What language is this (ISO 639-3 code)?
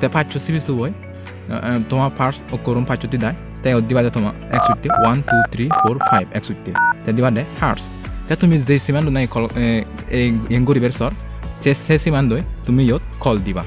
ccp